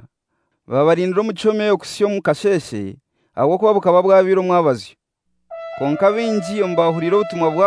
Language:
Kinyarwanda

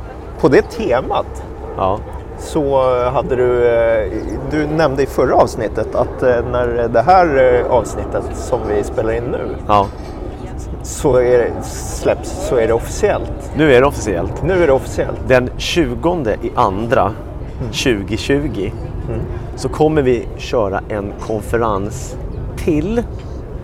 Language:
Swedish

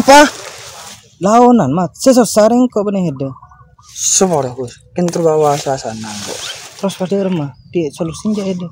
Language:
Madurese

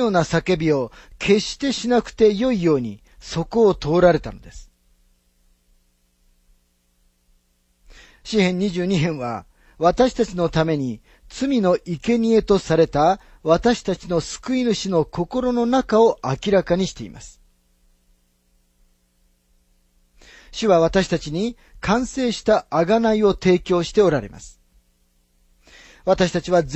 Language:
Japanese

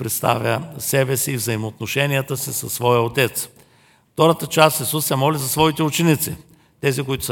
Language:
Bulgarian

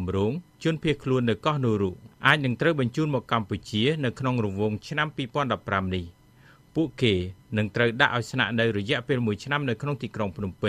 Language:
Khmer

